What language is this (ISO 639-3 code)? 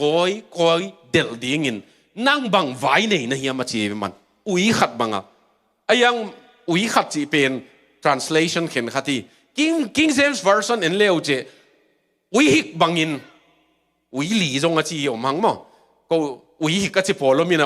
ctd